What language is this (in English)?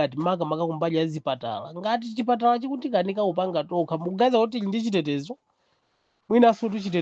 Nyanja